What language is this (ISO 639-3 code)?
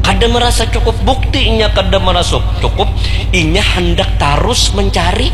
bjn